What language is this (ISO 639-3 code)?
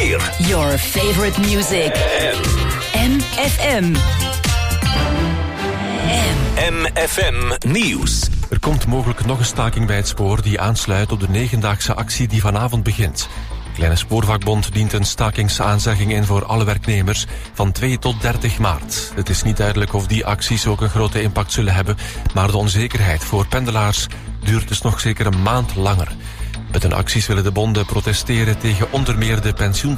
nld